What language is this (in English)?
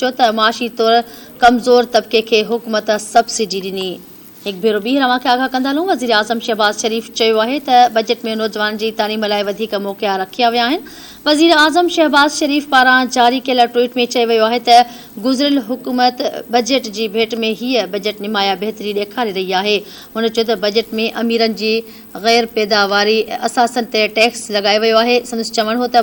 Sindhi